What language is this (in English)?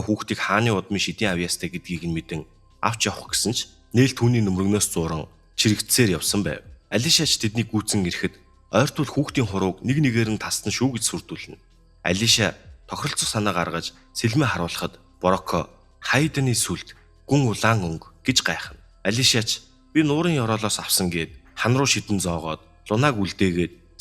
Mongolian